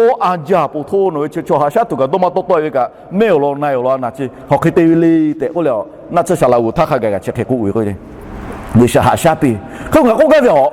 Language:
Lahu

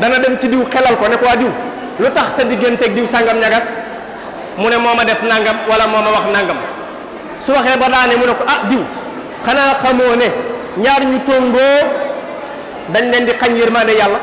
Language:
Wolof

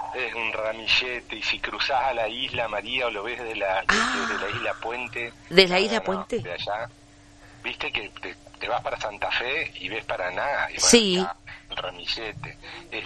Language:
Spanish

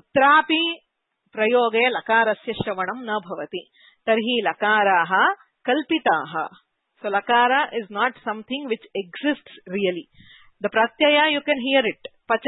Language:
Sanskrit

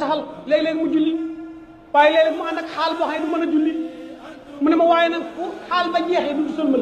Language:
Wolof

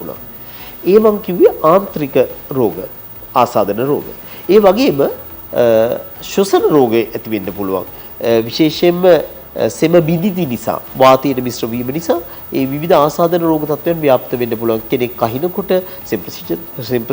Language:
Sinhala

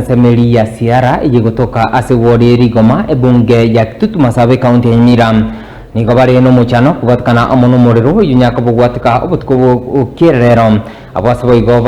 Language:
Gusii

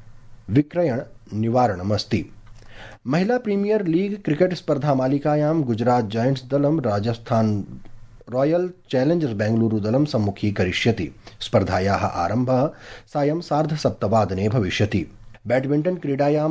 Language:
Sanskrit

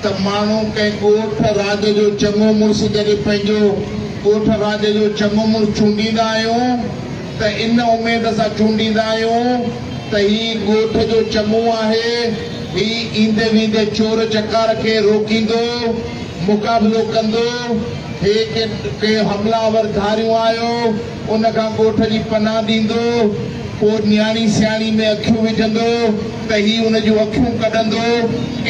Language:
Sindhi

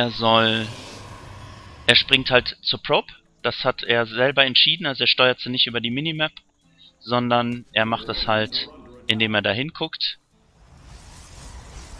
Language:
German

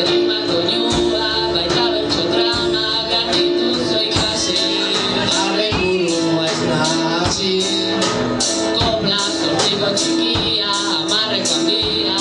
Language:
Basque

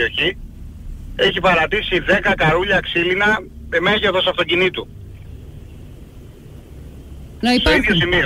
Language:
Greek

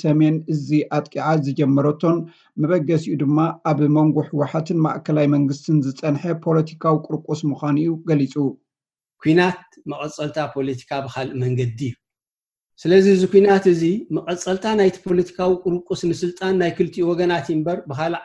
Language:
Tigrinya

